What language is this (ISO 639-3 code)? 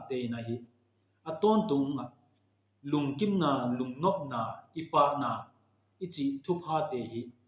ctd